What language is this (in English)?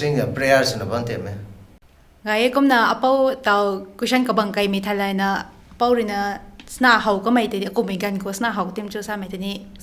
Rongmei Naga